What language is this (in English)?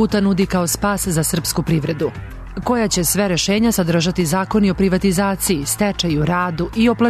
Serbian